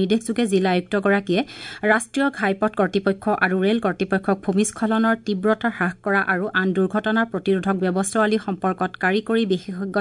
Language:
Assamese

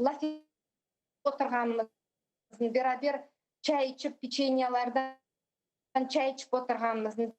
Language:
Crimean Tatar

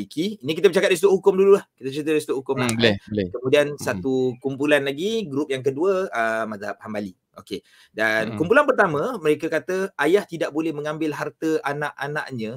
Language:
Malay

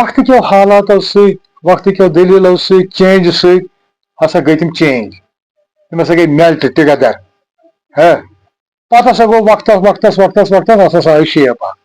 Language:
Kashmiri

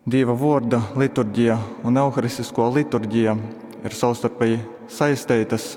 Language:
Latgalian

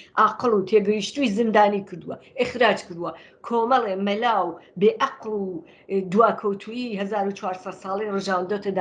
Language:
Central Kurdish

